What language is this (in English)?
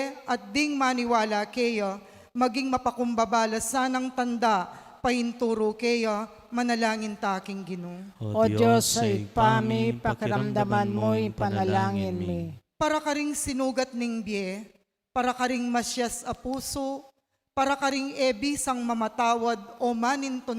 Pampanga